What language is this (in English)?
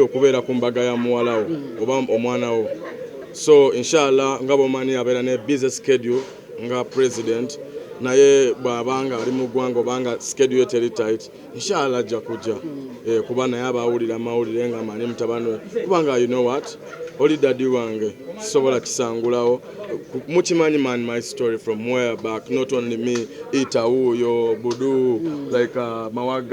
Ganda